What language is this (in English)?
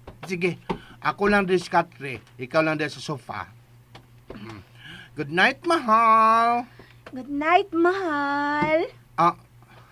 Cebuano